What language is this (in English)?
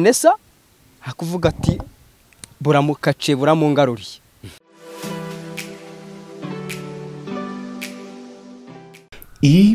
Kinyarwanda